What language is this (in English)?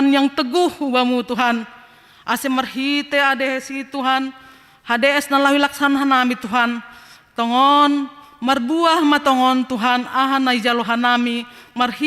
Batak Simalungun